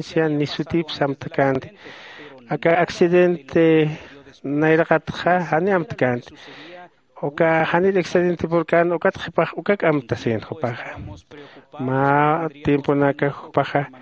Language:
Aymara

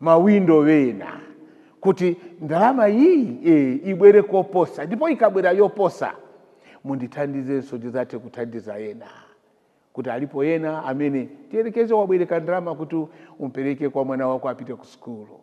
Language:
Nyanja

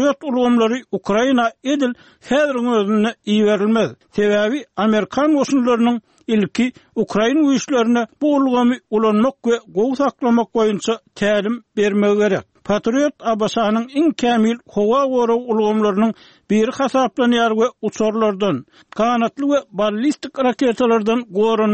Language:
Turkmen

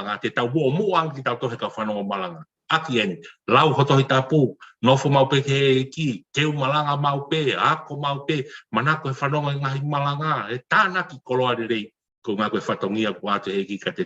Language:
Tongan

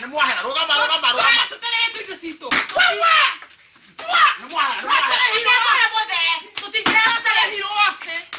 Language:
Kikuyu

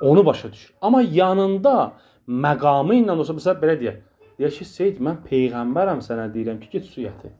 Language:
Azerbaijani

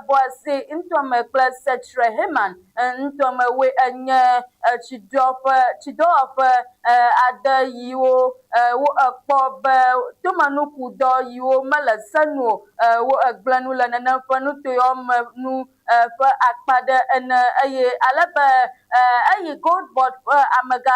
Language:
Ewe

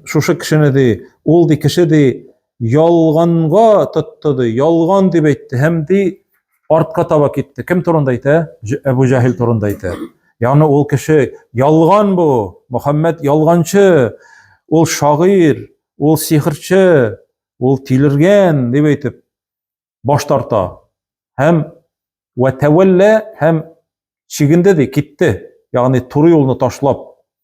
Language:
Tatar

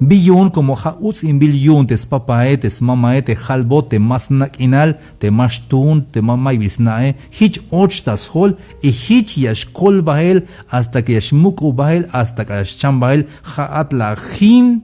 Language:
Tzeltal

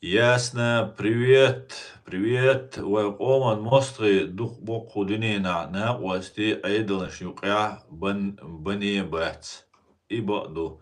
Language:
Chechen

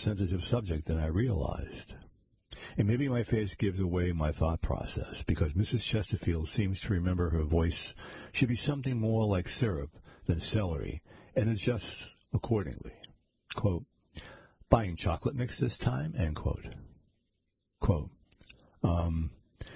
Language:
English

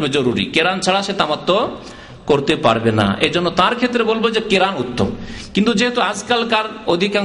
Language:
Bangla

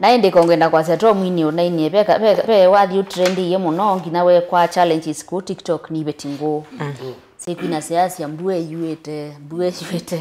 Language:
Kamba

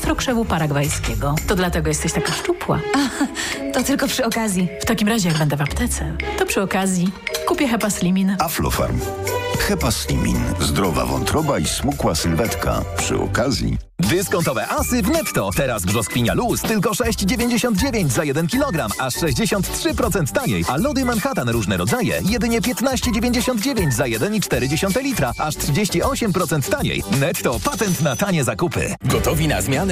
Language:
Polish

